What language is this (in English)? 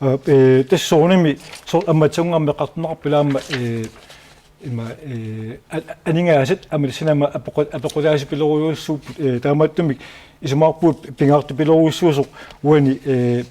Kalaallisut